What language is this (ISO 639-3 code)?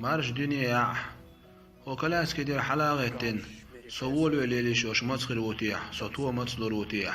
che